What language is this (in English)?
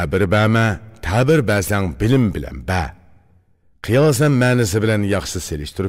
Uyghur